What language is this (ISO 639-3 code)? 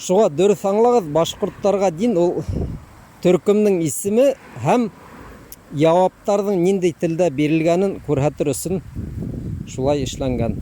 bak